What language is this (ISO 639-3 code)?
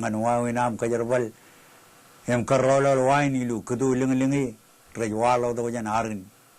mah